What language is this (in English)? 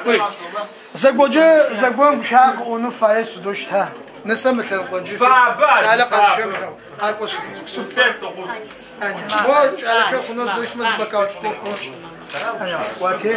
Adyghe